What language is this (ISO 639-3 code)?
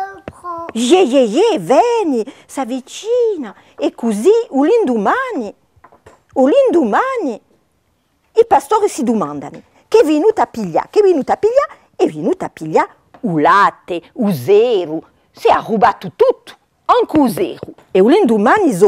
cos